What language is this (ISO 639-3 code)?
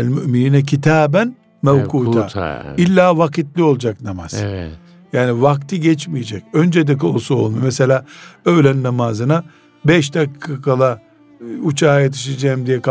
tur